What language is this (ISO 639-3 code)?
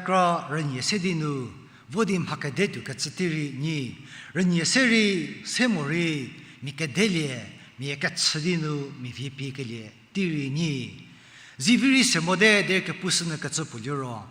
njm